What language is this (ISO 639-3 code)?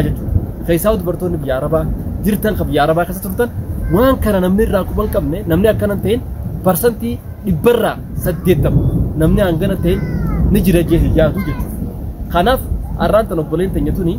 orm